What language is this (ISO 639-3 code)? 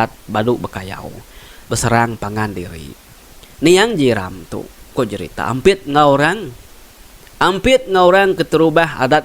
iba